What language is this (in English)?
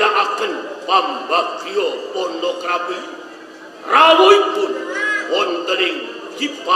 Javanese